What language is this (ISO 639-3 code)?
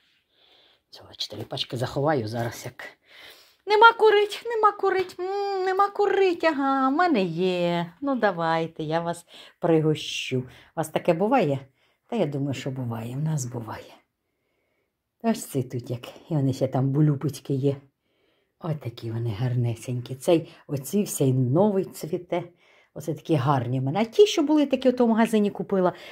ukr